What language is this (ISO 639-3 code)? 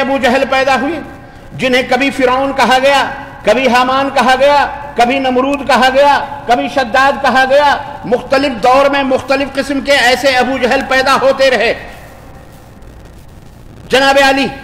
urd